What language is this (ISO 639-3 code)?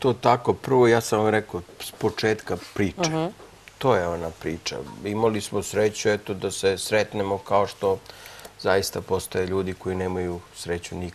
srp